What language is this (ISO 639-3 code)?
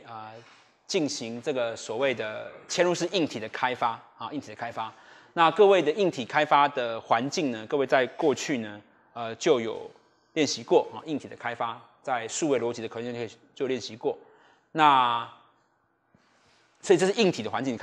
zho